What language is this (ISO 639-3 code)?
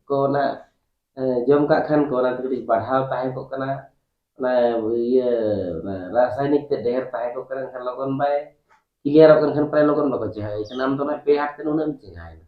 sat